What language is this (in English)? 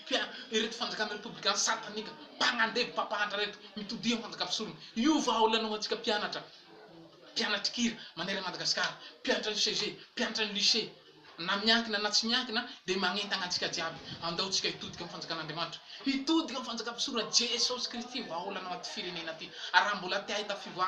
Malagasy